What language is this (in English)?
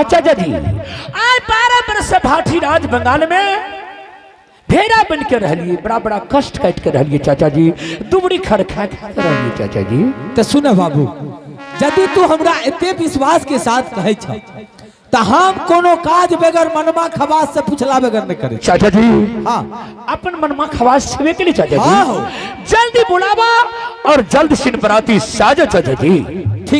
Angika